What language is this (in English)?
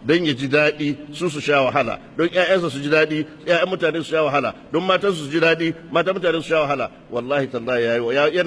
Hausa